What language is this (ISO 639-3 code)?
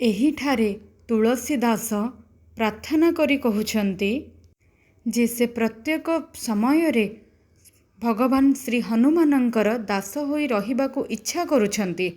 ori